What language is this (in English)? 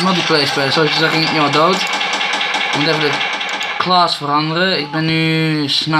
Dutch